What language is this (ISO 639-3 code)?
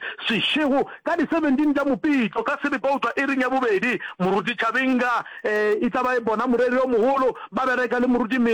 nso